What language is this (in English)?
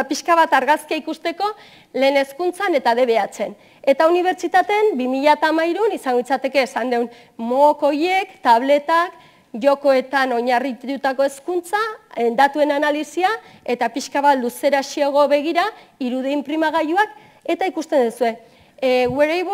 Basque